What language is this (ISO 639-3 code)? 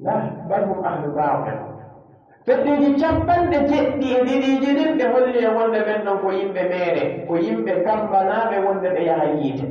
fuf